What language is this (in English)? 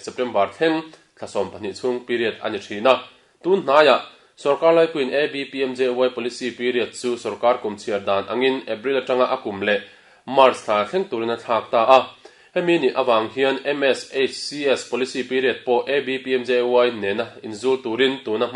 Mizo